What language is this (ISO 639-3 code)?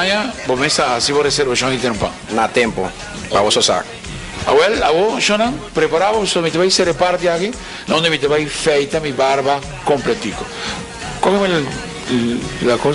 pap